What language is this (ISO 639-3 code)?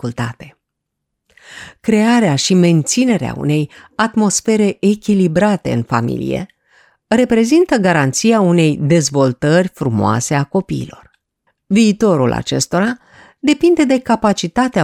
ron